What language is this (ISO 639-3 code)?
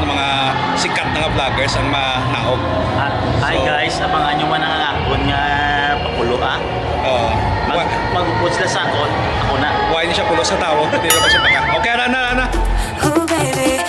hil